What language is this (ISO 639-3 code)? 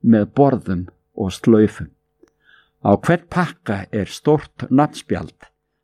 isl